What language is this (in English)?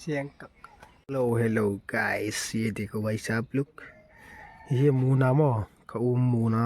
Hmar